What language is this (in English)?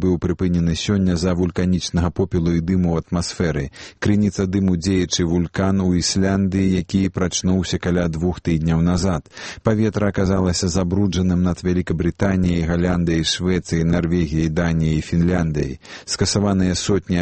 Belarusian